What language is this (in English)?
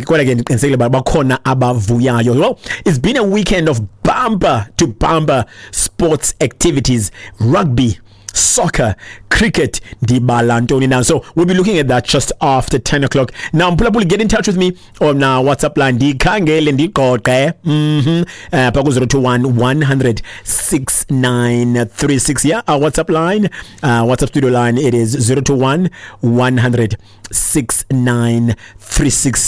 Xhosa